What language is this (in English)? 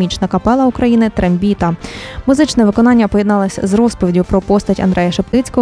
Ukrainian